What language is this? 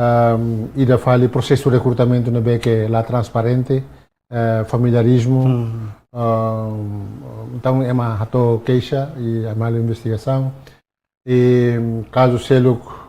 Tetum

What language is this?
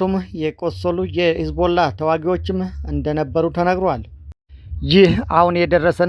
Amharic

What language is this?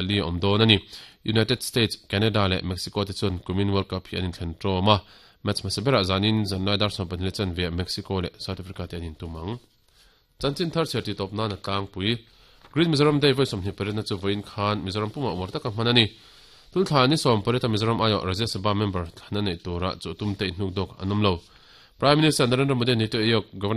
Mizo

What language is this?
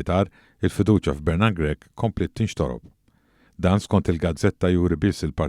Maltese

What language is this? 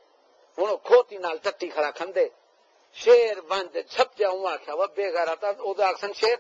Saraiki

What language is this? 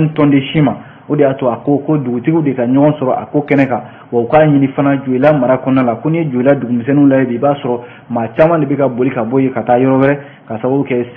Bambara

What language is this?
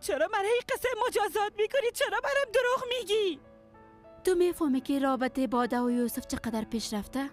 Persian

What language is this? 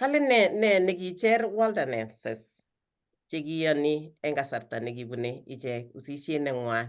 Kalenjin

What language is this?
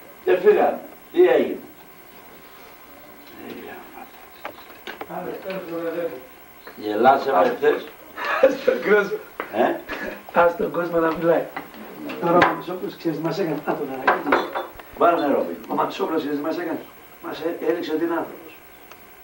Greek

